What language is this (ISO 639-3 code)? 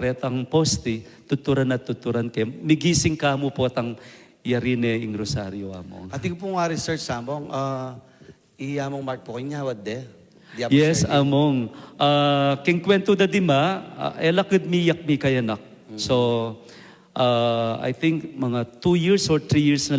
pam